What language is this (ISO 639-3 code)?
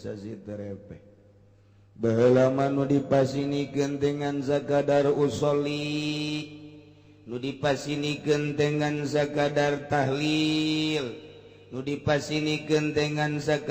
sun